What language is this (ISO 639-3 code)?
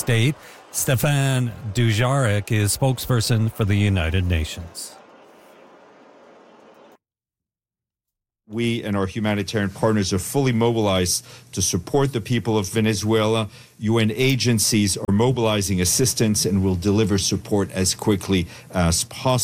eng